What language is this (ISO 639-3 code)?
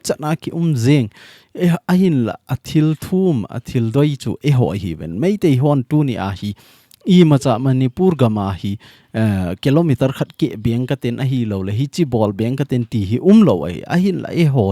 tcz